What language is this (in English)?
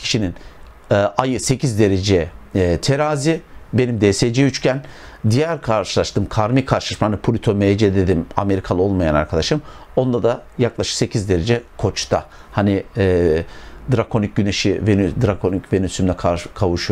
Turkish